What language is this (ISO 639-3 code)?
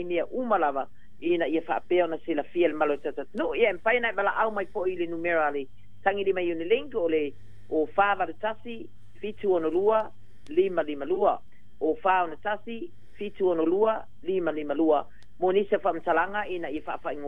smo